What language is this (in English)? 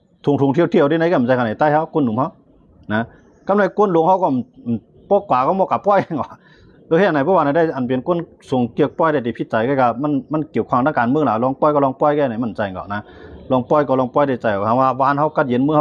Shan